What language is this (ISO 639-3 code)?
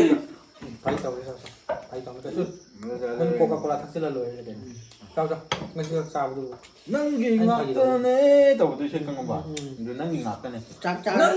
mni